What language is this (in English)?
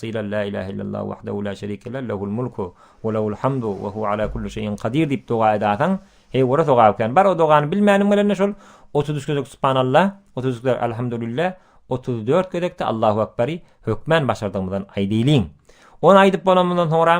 Turkmen